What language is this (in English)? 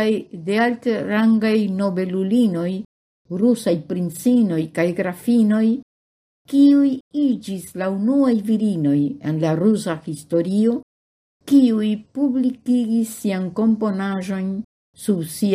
Esperanto